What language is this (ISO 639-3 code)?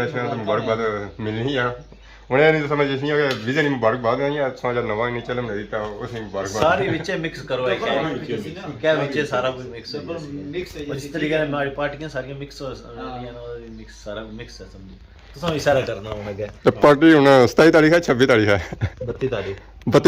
phr